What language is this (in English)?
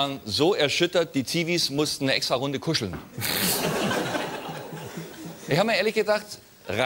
German